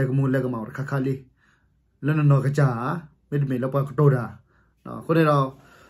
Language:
S'gaw Karen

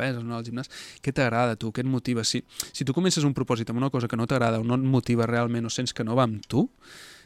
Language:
Catalan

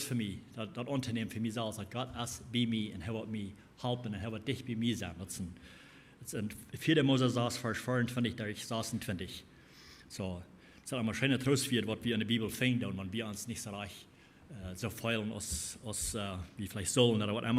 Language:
Plautdietsch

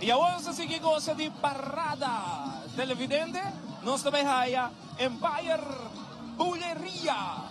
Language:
Papiamento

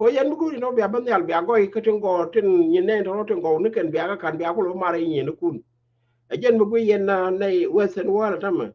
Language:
Nuer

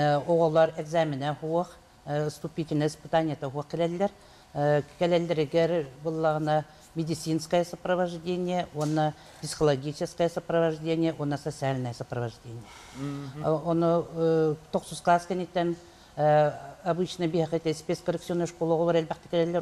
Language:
Yakut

